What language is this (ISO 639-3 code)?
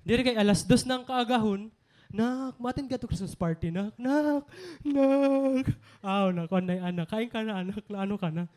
war